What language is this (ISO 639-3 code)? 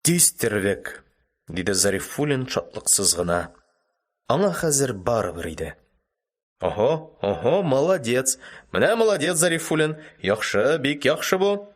tat